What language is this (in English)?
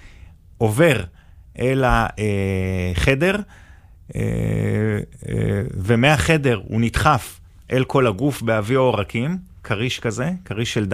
Hebrew